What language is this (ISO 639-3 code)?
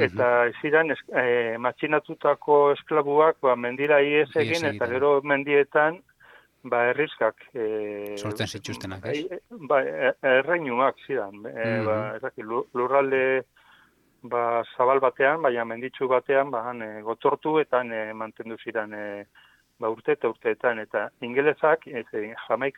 eus